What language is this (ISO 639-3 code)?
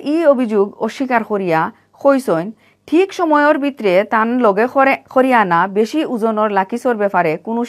syl